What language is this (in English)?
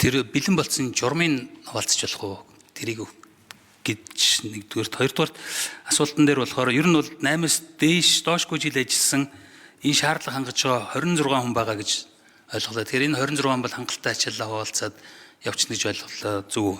Mongolian